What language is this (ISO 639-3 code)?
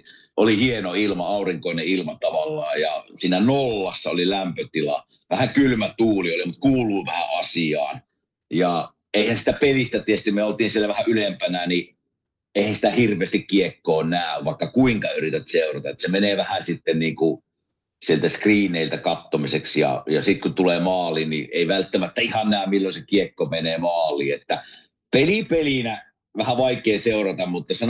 fin